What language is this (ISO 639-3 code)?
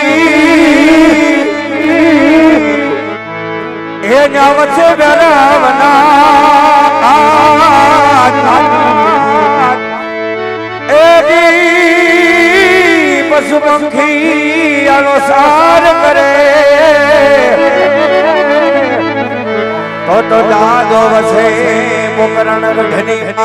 guj